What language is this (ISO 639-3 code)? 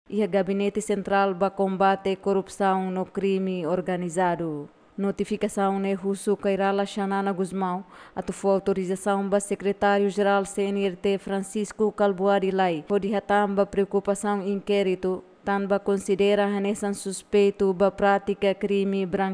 tet